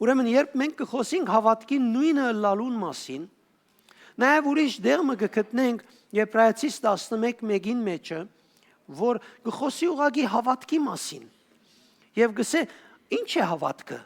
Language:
Western Armenian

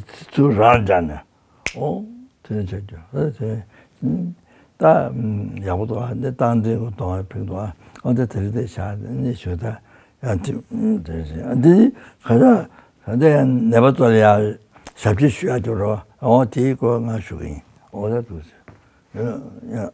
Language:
Tibetan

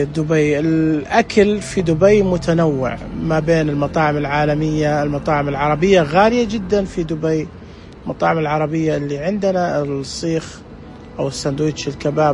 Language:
Najdi Arabic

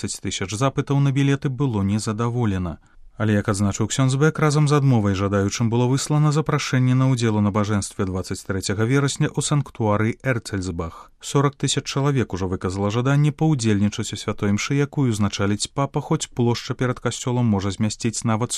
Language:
Belarusian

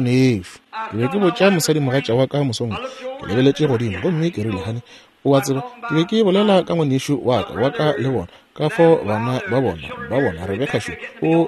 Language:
Northern Sotho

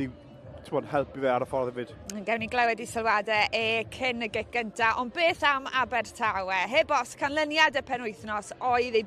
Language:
Welsh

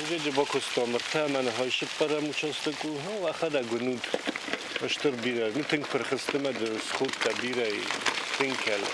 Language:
Ossetic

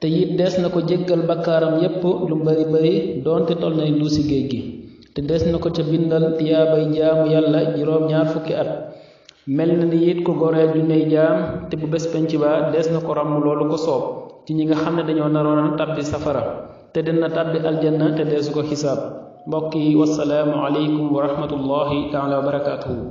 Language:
Wolof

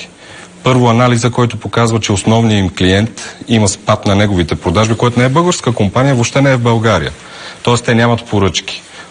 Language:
Bulgarian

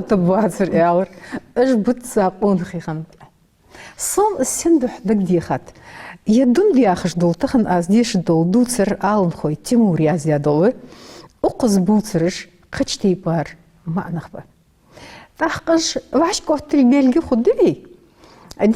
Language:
Ingush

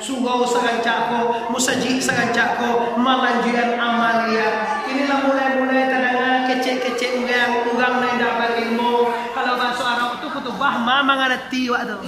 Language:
Minangkabau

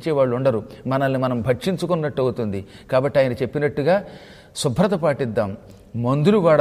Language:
Telugu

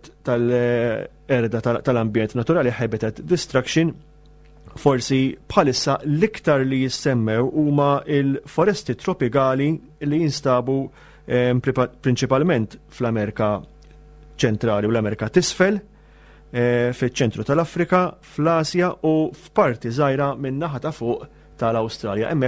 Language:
Maltese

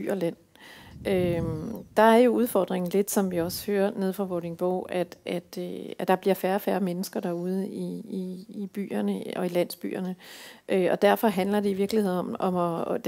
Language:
Danish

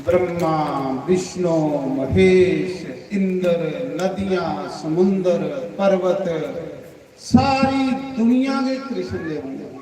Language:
Dogri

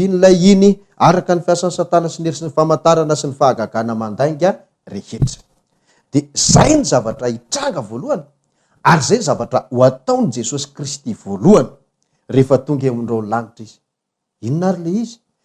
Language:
Malagasy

